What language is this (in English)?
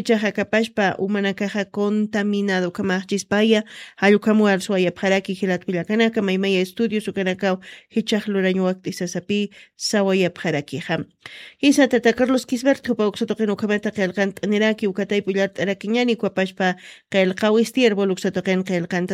Aymara